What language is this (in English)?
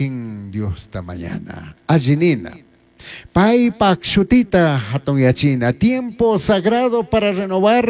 Chimborazo Highland Quichua